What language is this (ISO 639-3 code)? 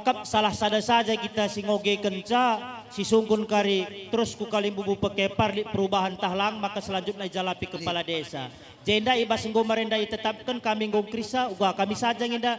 btx